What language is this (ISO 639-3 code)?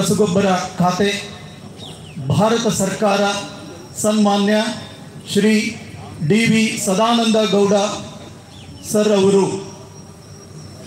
kan